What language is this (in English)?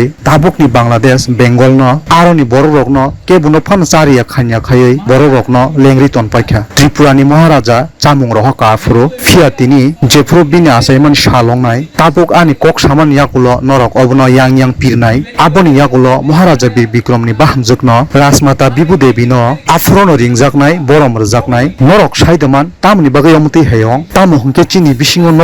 Kok Borok